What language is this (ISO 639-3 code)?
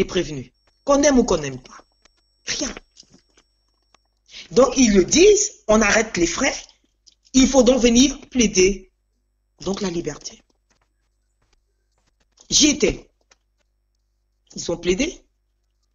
fra